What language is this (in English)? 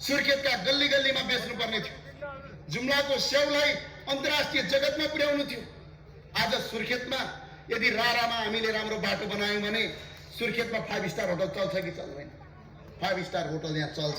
Nepali